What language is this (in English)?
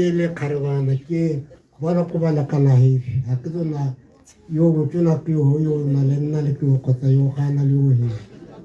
Tswana